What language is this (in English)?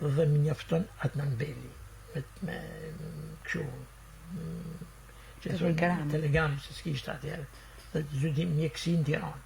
Albanian